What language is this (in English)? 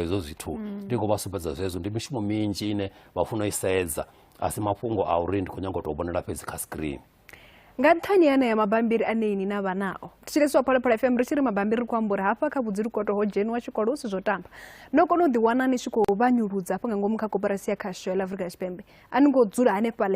Venda